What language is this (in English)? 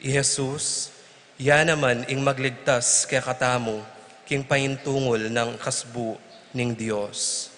Pampanga